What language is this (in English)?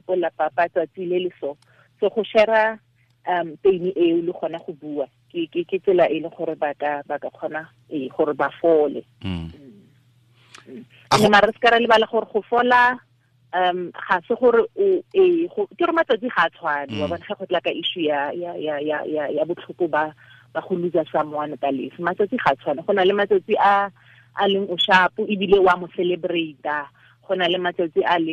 Tswana